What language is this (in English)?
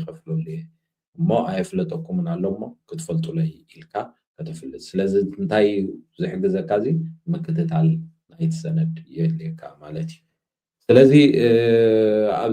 Tigrinya